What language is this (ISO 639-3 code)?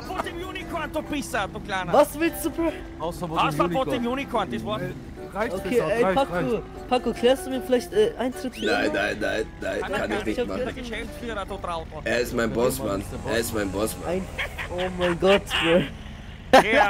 gsw